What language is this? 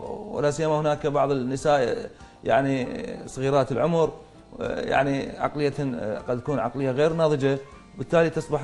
Mesopotamian Arabic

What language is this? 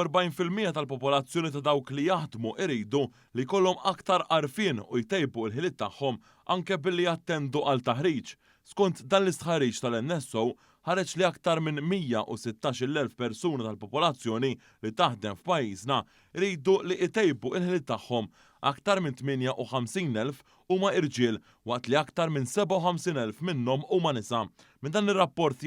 Maltese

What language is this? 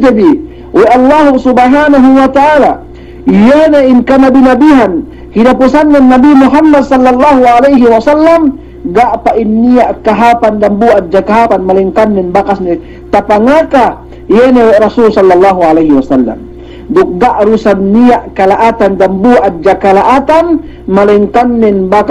Yakan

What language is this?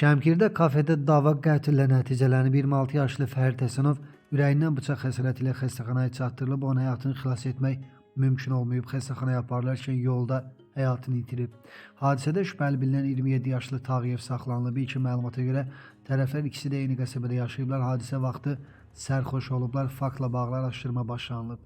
Azerbaijani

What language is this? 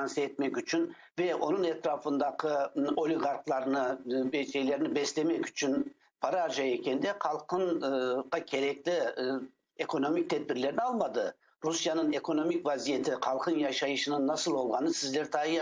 Crimean Tatar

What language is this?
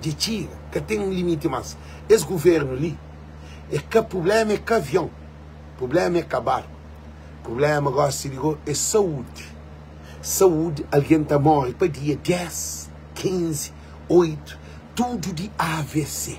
Kabuverdianu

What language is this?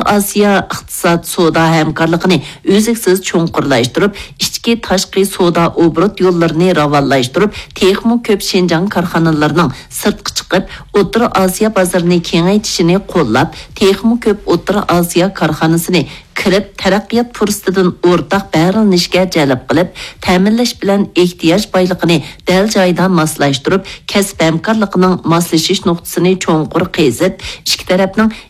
Uyghur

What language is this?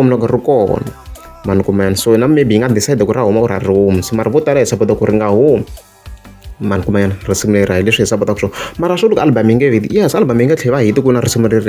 Tsonga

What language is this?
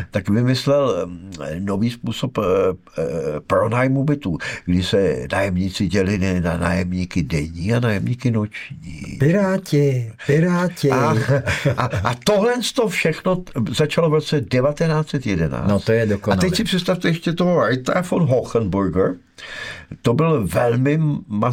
Czech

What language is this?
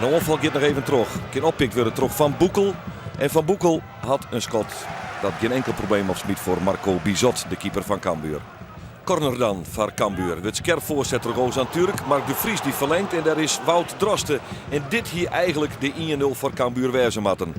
Western Frisian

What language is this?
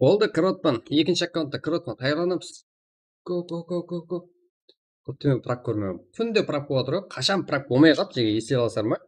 Kara-Kalpak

